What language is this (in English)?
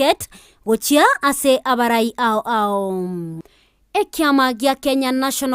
Gusii